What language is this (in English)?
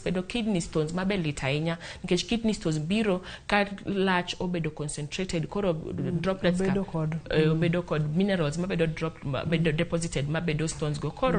Luo (Kenya and Tanzania)